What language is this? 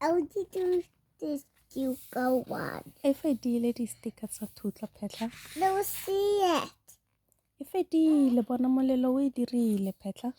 Tswana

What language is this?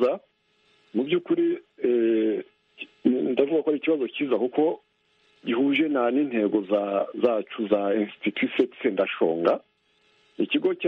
Kinyarwanda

